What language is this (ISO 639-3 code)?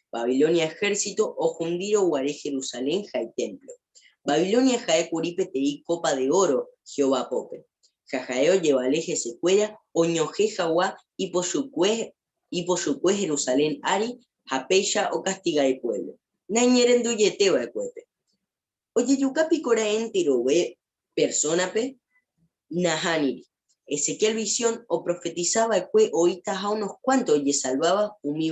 grn